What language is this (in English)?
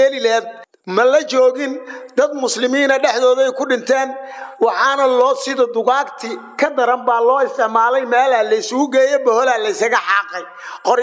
Somali